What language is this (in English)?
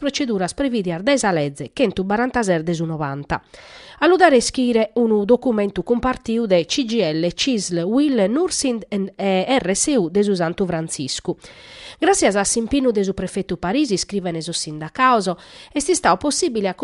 Sardinian